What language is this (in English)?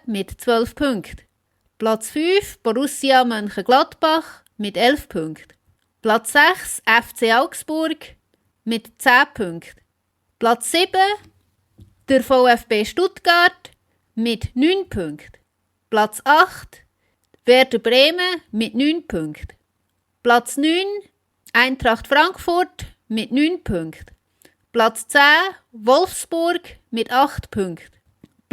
Swiss German